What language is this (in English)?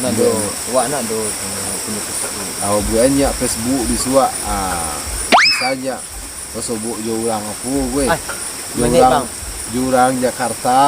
Minangkabau